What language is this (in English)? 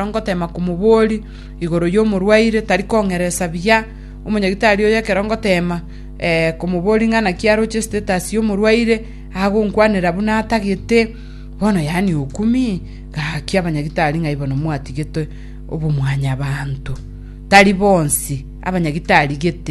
Gusii